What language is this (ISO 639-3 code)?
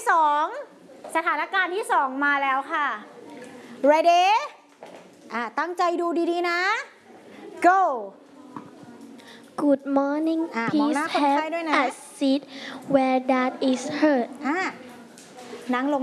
tha